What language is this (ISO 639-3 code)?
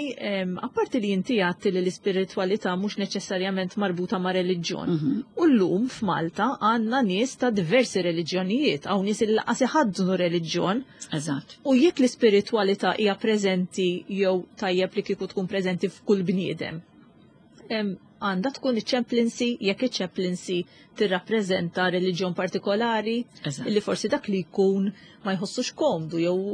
mlt